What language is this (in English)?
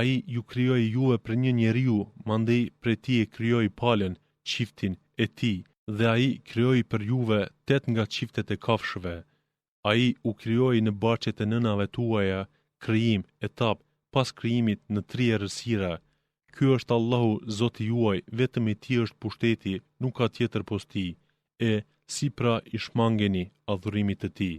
Albanian